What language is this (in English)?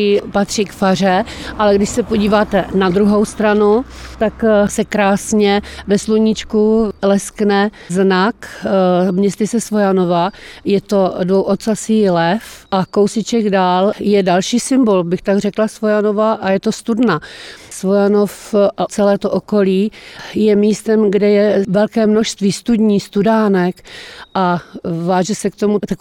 Czech